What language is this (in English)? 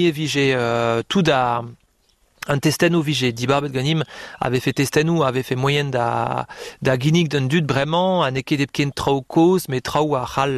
Breton